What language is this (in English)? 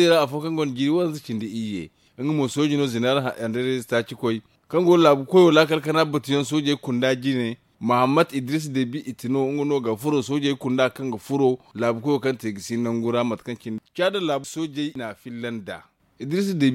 Zarma